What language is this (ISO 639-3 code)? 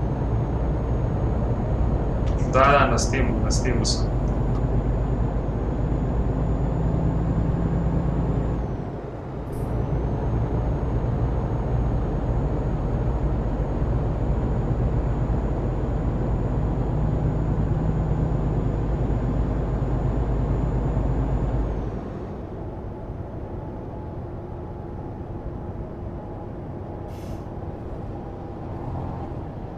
hrv